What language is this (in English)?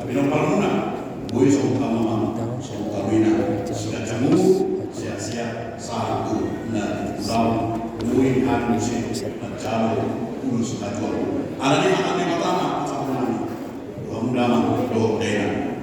Batak Toba